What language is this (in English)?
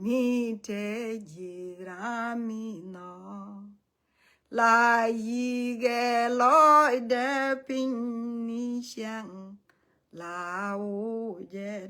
Nuer